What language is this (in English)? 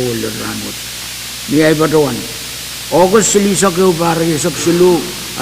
Pohnpeian